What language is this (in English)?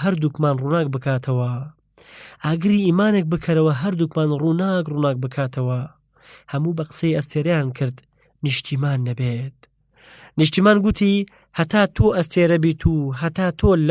Central Kurdish